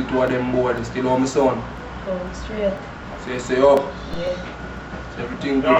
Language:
Jamaican Creole English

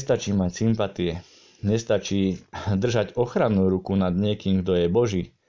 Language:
Slovak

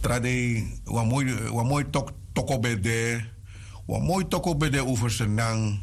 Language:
Sranan Tongo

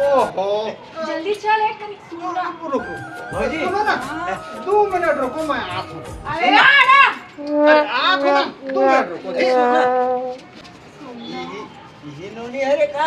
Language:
Chhattisgarhi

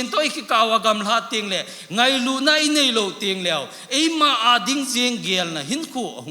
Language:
Thado Chin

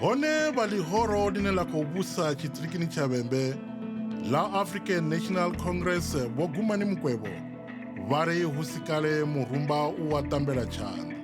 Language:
Venda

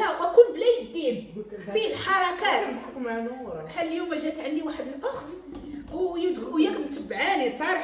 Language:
Moroccan Arabic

